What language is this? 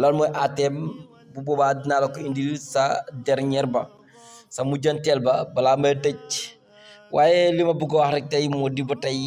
Wolof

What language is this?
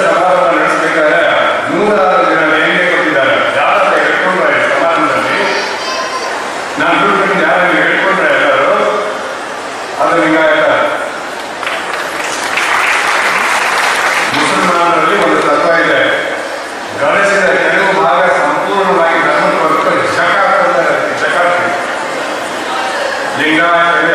Kannada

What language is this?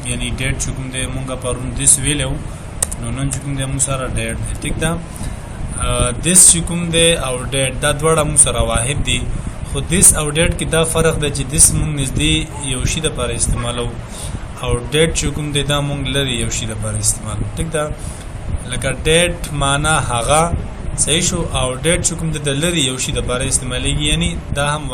Pashto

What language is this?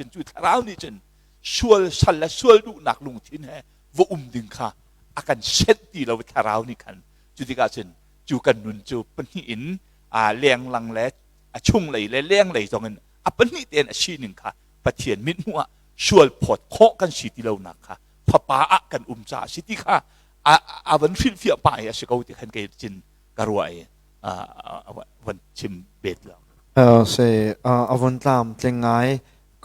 Hakha Chin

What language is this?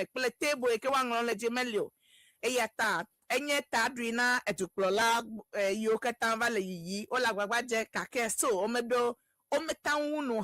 Ewe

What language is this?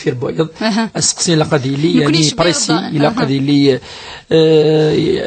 Kabyle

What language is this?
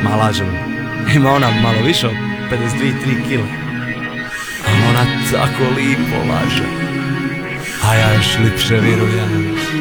Croatian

